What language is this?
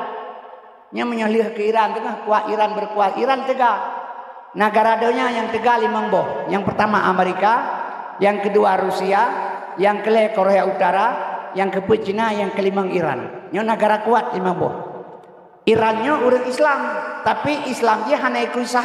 Achinese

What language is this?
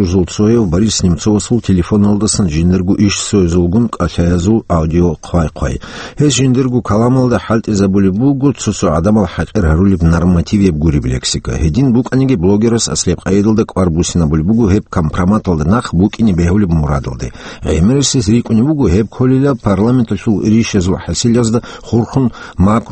Avaric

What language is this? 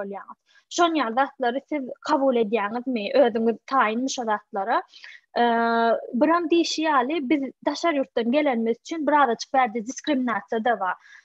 Turkmen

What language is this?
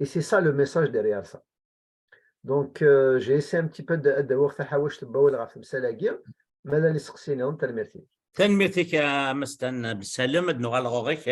Kabyle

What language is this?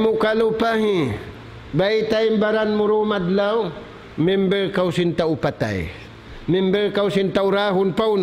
Tausug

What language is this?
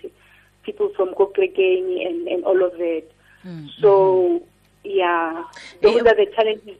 Tswana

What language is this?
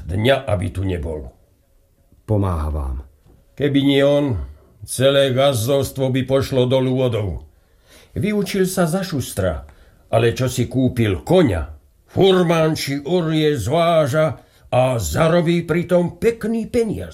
Slovak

